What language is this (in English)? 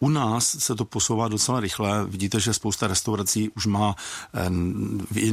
Czech